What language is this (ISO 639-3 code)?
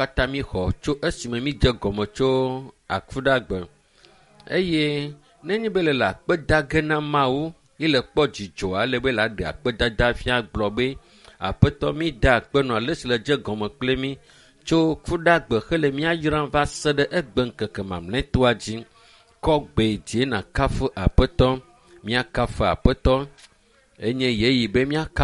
ewe